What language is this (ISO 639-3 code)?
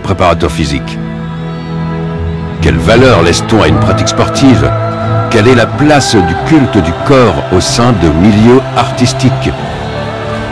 fra